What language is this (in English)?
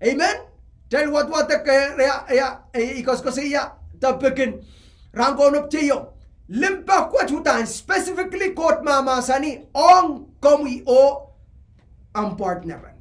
Pohnpeian